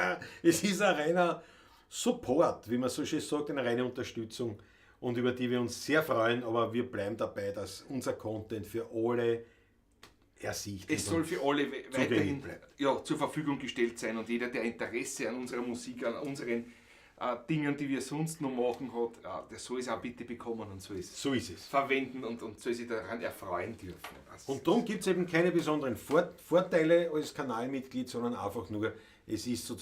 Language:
Bavarian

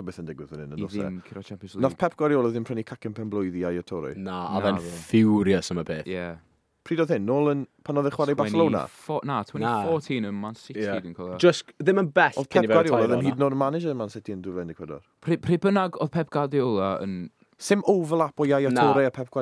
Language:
Welsh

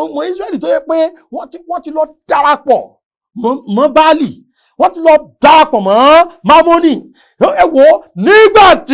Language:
Yoruba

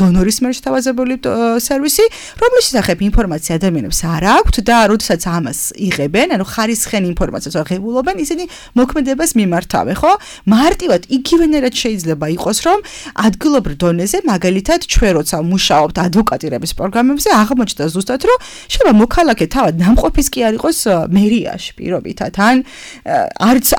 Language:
Georgian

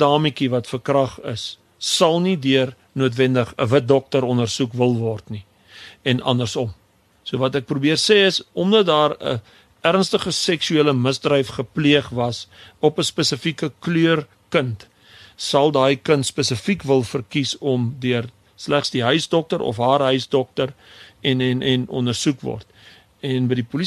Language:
Afrikaans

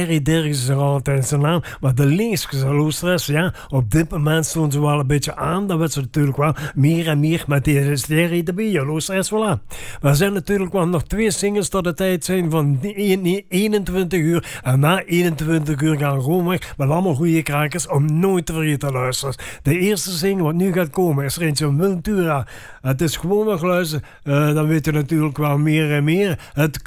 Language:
Dutch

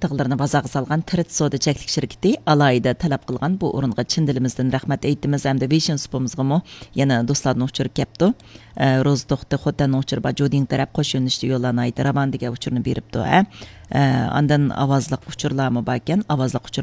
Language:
Uyghur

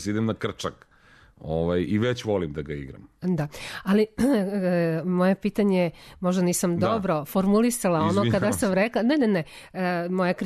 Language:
Serbian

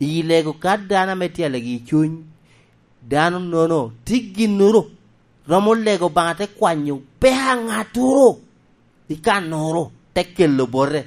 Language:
Lango (Uganda)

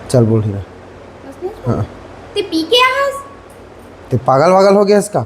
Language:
Chhattisgarhi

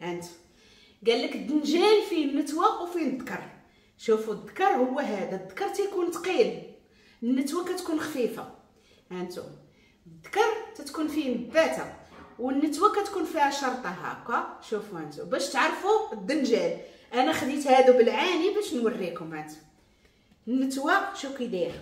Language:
Moroccan Arabic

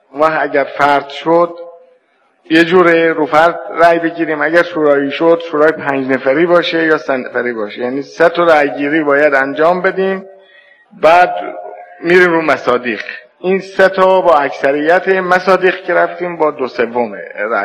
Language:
Persian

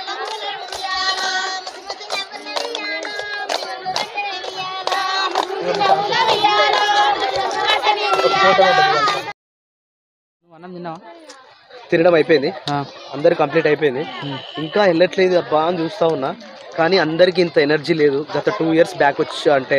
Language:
Telugu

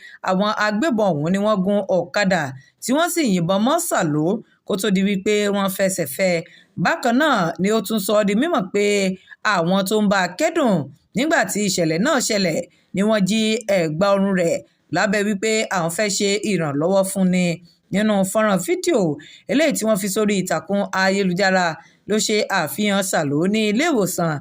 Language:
Yoruba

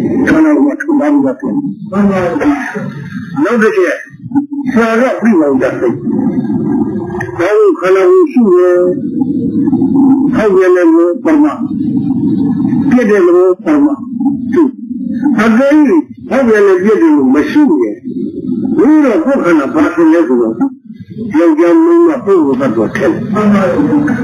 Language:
Burmese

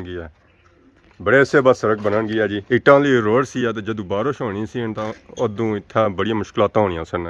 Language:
Pahari-Potwari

